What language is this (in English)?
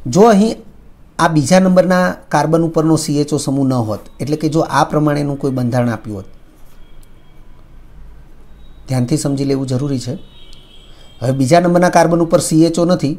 Gujarati